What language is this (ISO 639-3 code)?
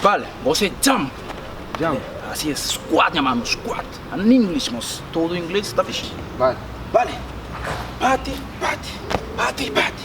kea